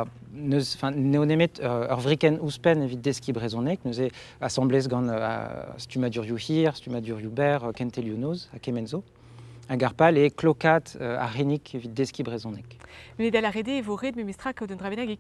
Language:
Breton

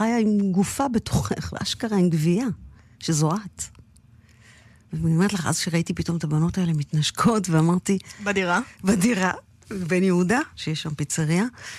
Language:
Hebrew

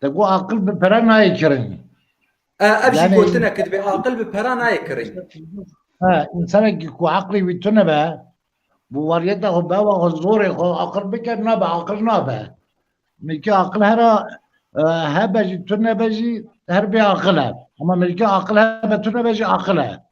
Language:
Kurdish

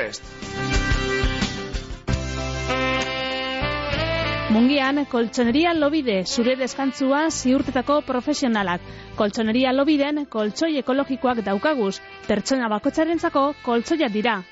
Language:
Basque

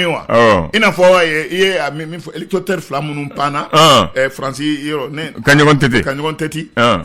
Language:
Bambara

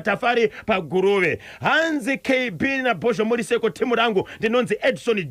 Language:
Shona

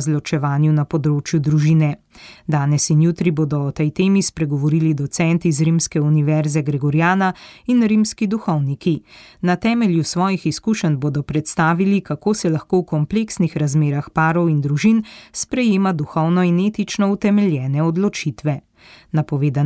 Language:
Slovenian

